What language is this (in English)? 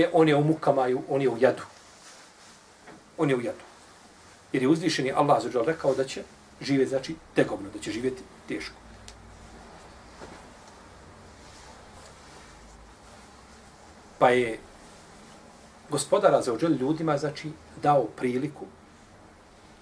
Bosnian